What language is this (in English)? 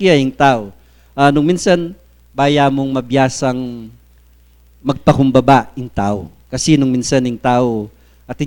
Pampanga